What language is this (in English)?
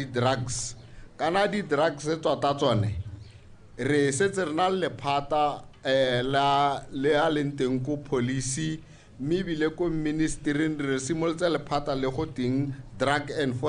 Tswana